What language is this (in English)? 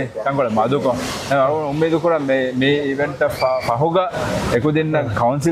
Divehi